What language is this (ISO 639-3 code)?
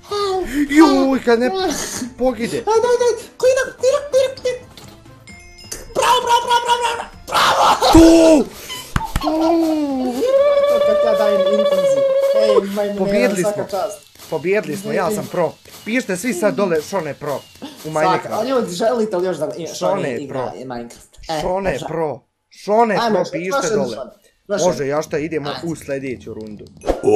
bos